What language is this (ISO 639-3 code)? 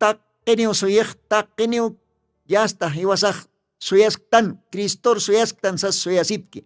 aym